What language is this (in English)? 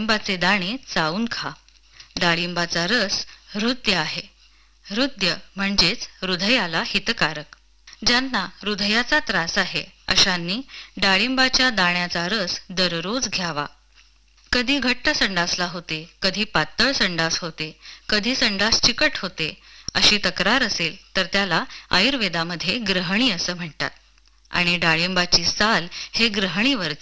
Marathi